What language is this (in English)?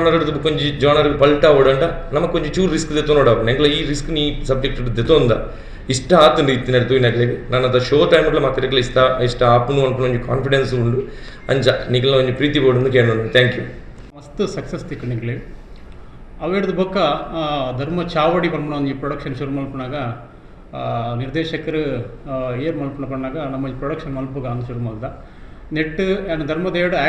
Tulu